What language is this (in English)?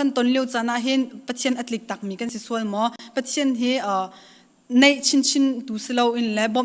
Hakha Chin